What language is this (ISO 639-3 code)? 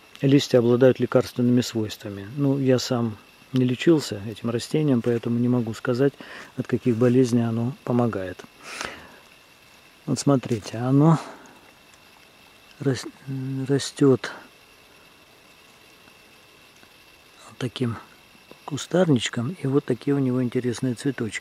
rus